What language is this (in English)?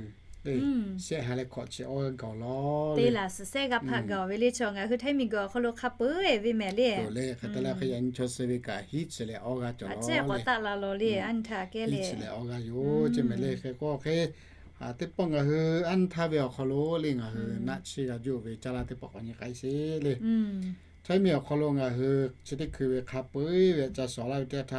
Lahu